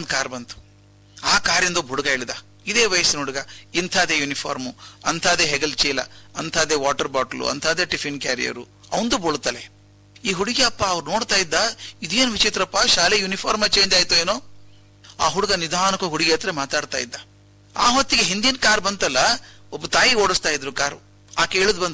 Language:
Kannada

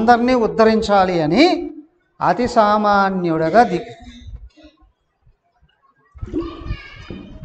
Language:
Telugu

